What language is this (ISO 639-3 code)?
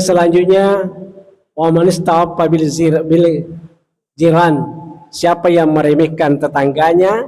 bug